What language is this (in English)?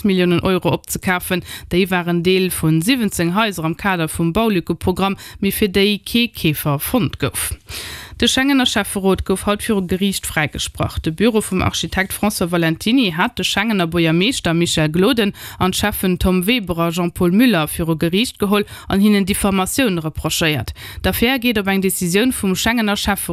Luxembourgish